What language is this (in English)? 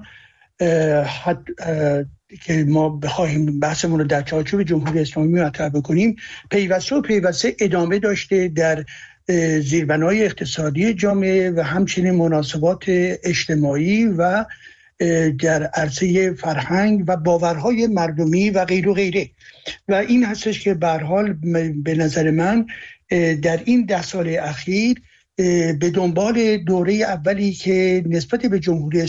Persian